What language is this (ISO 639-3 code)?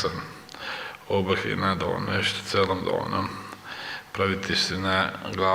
che